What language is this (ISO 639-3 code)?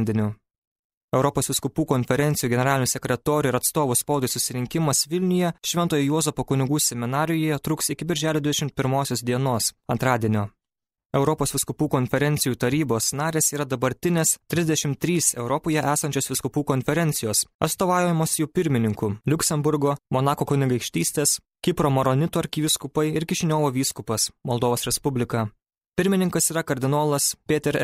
lit